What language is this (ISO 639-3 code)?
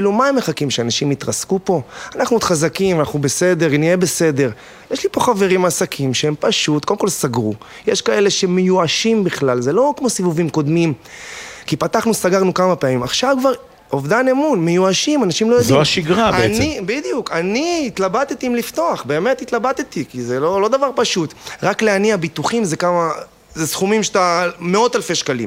heb